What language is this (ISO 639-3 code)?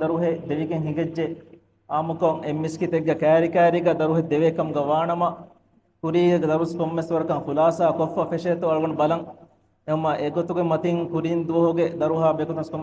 div